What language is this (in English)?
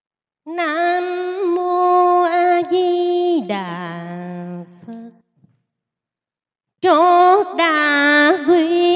Vietnamese